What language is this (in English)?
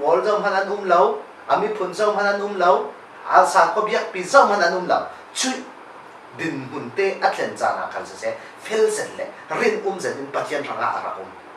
Falam Chin